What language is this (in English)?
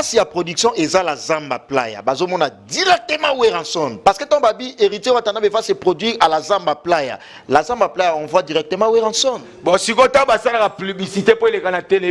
Lingala